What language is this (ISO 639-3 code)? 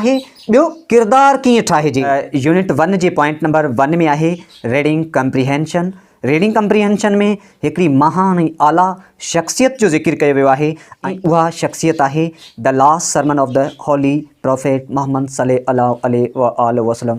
snd